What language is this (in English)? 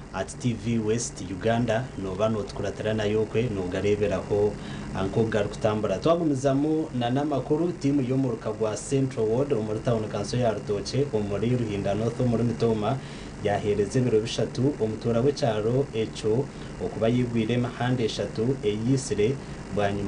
Nyankole